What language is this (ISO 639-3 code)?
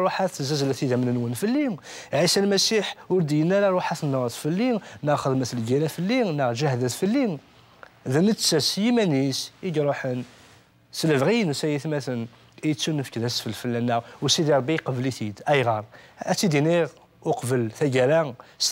kab